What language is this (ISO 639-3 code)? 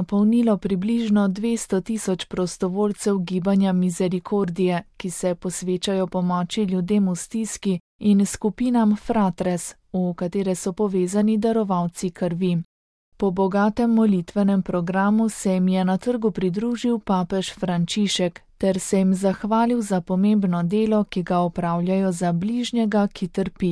slv